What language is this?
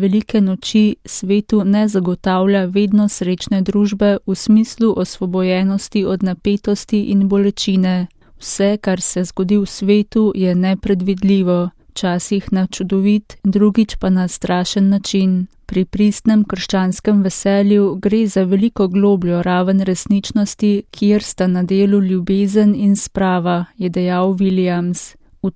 Slovenian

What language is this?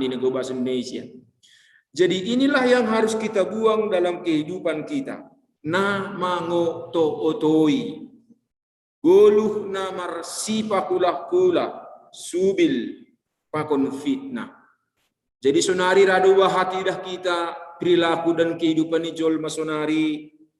Batak Simalungun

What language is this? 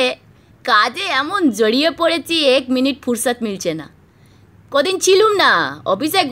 Bangla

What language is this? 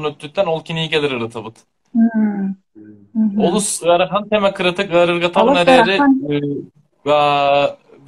Yakut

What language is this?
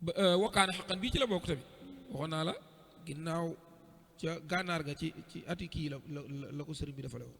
Wolof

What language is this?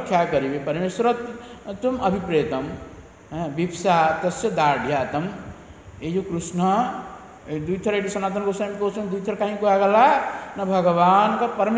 Odia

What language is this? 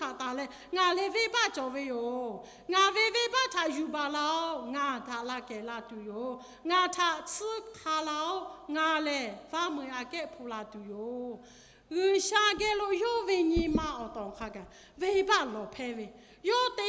Lahu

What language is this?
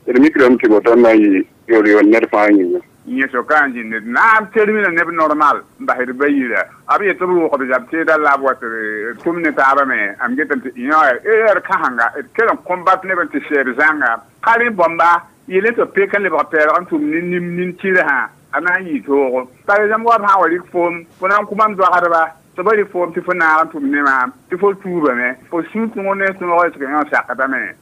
Mossi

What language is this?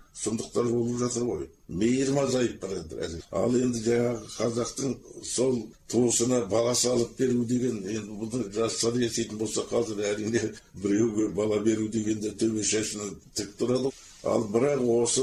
Kazakh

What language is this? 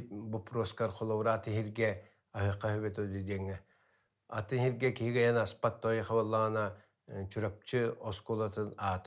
Yakut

